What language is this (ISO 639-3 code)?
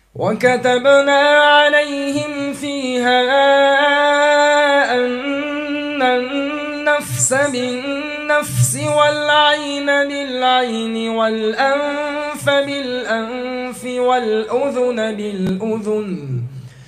ara